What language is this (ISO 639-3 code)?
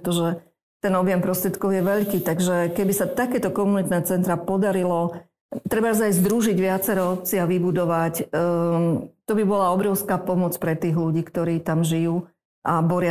slk